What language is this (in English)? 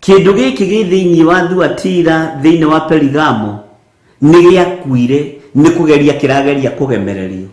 Kikuyu